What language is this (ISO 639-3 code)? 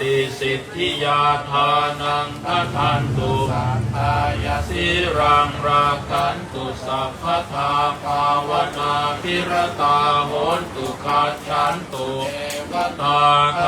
pli